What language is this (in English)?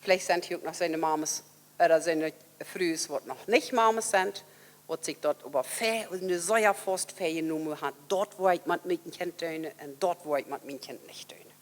Plautdietsch